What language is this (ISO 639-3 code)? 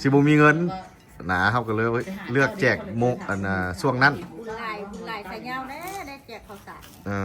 lao